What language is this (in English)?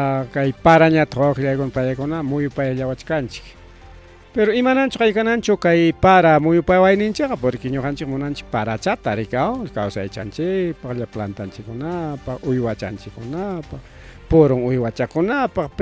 Ayacucho Quechua